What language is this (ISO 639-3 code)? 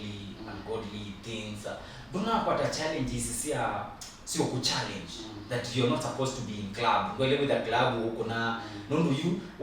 kam